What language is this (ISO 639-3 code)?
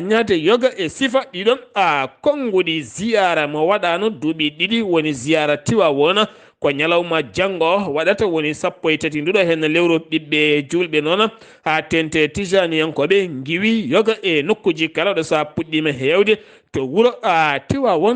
ful